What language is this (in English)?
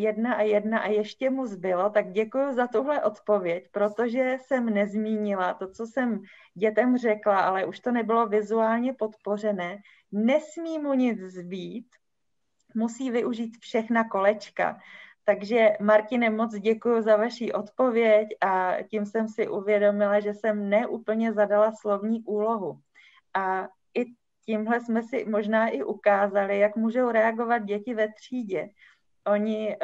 Czech